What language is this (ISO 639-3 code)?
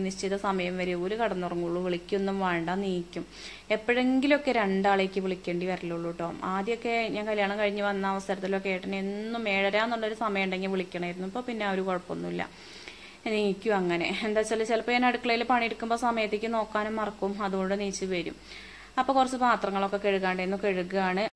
mal